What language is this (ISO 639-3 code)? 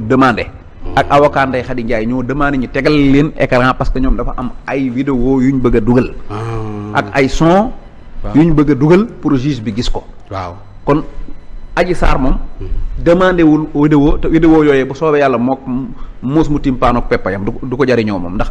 wol